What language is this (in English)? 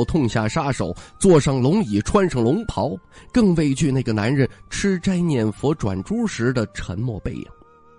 Chinese